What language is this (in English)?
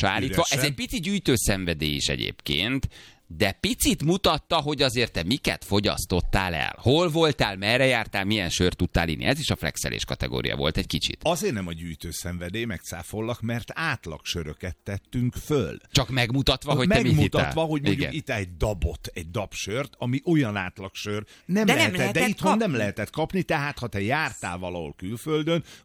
Hungarian